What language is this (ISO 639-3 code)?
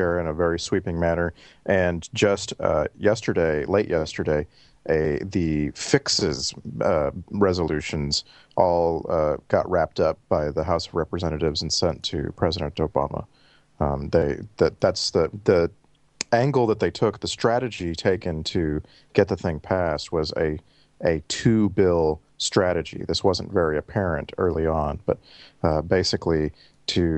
eng